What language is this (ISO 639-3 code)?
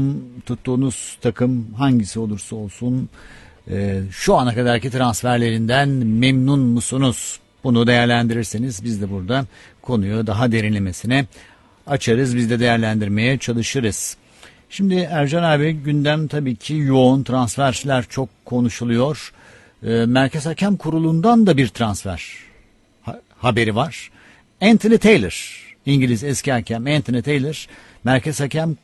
tur